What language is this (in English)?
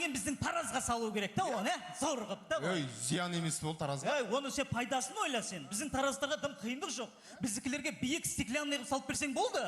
Kazakh